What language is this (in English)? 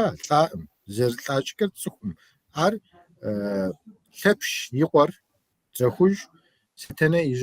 Kabardian